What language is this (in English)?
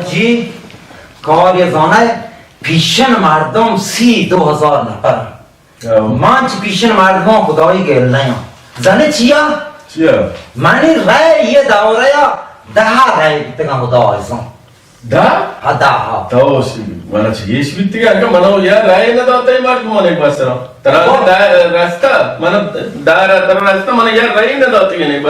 Baluchi